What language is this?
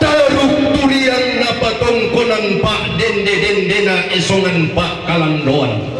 Toraja-Sa'dan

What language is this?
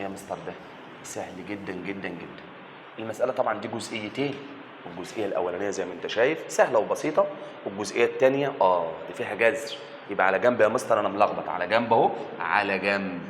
Egyptian Arabic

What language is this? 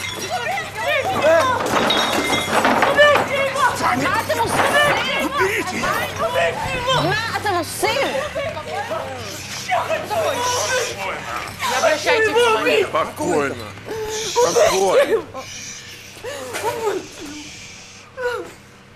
Russian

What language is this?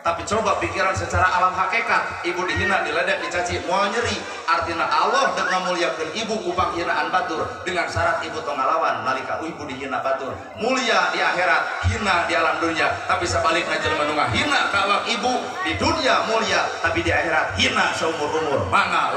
Sundanese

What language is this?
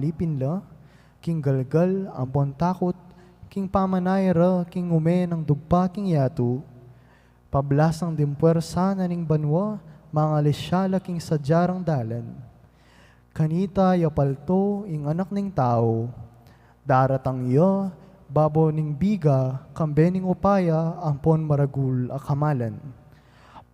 Pampanga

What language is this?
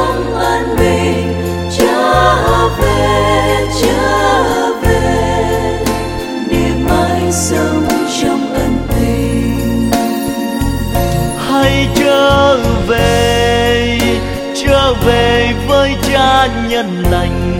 Vietnamese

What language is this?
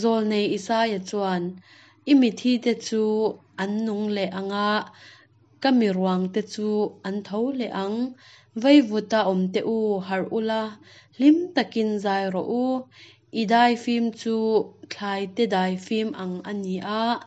Hakha Chin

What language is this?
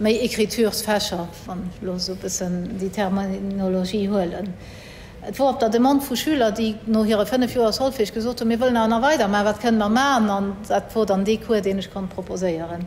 Luxembourgish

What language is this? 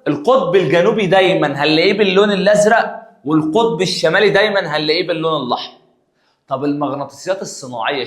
Egyptian Arabic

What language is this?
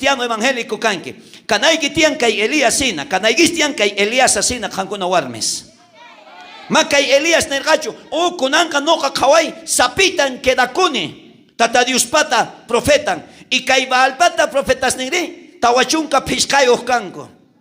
South Bolivian Quechua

